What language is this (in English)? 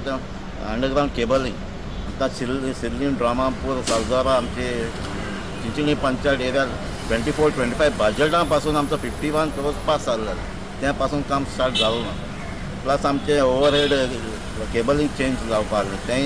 Konkani